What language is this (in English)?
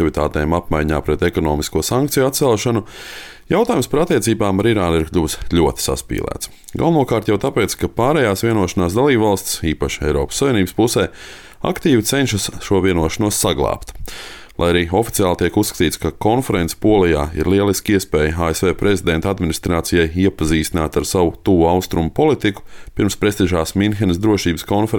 Latvian